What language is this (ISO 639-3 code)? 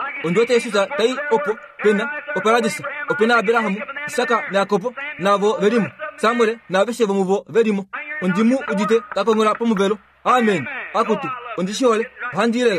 kua